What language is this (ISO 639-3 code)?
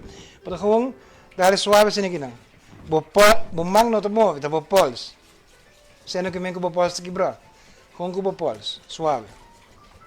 pap